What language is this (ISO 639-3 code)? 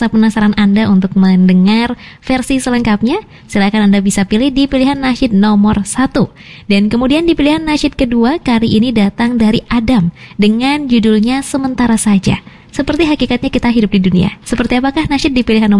ind